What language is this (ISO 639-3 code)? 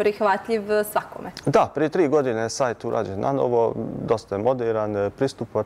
bos